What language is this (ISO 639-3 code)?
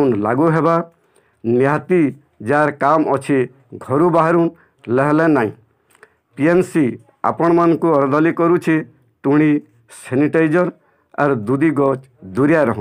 spv